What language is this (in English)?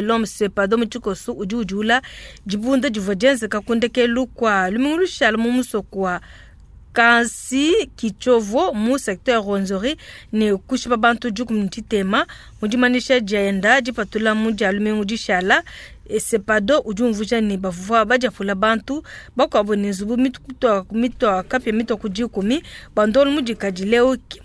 Luba-Lulua